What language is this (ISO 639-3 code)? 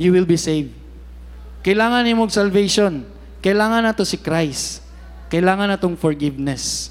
ceb